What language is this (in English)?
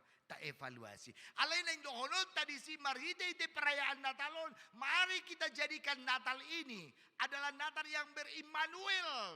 Batak Toba